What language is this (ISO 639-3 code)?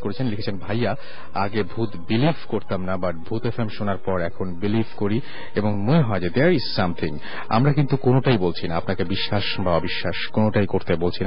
ben